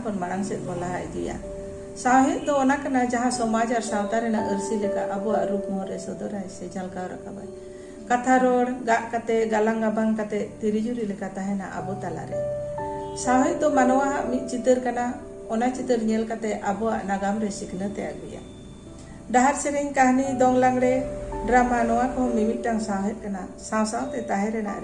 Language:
Santali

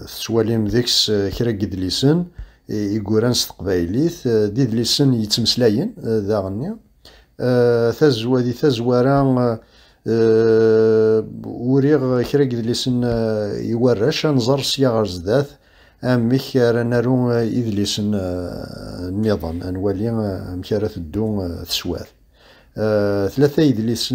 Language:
Kabyle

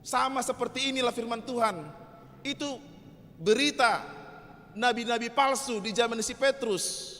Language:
Batak Toba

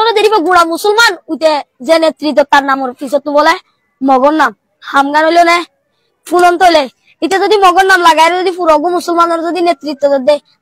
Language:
Rohingya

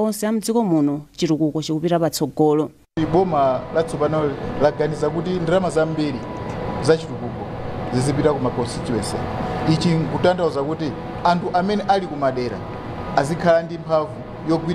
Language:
Nyanja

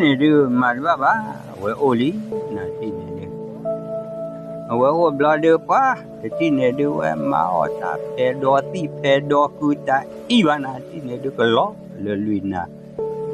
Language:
S'gaw Karen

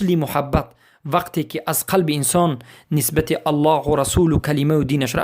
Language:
Persian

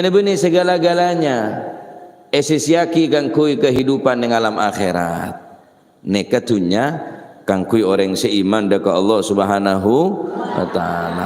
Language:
Madurese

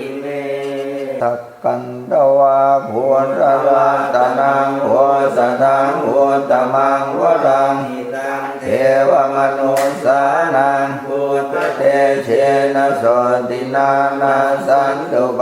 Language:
Pali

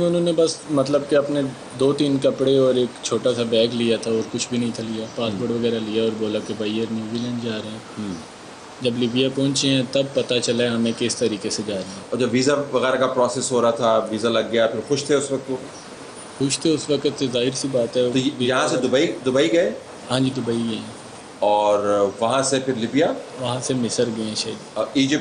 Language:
Urdu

